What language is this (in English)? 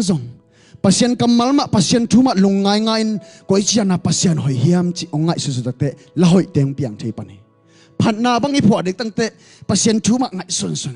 Tedim Chin